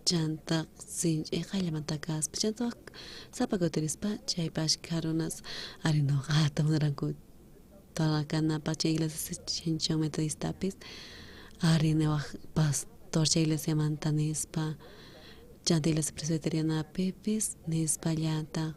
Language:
South Bolivian Quechua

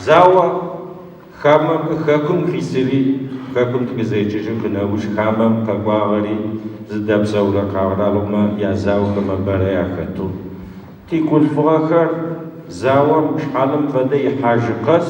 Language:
Adyghe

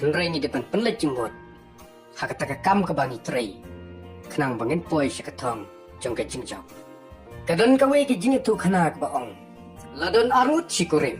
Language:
Khasi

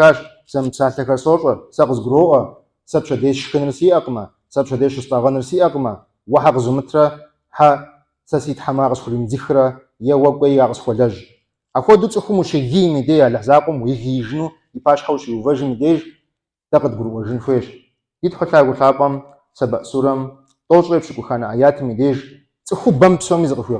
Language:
Kabardian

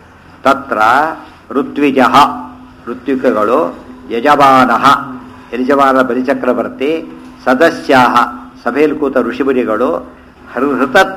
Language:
Kannada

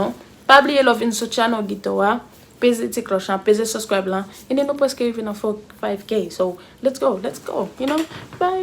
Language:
Haitian Creole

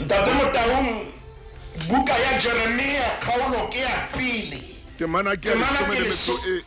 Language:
Southern Sotho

